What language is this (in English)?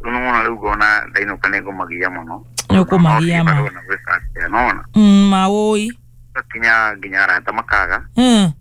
Kikuyu